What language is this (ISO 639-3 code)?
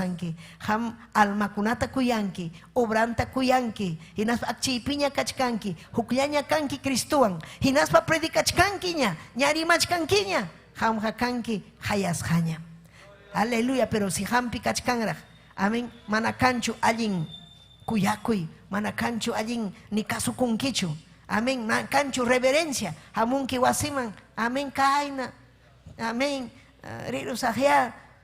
quy